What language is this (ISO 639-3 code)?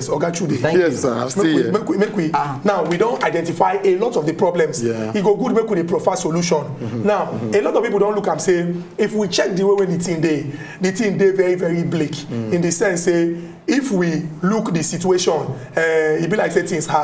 pcm